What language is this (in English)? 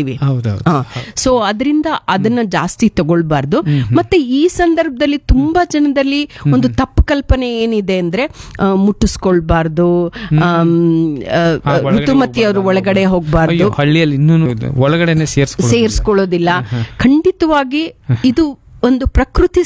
Kannada